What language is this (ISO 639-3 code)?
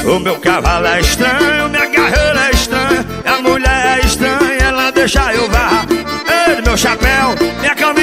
por